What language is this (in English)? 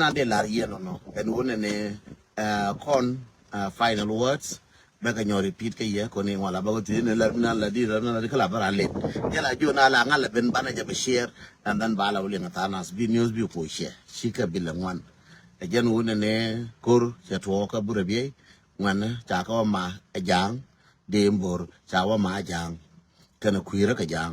Nuer